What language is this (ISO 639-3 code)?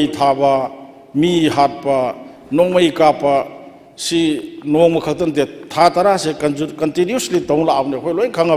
mni